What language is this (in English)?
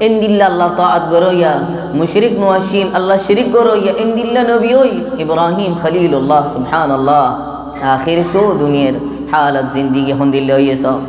Rohingya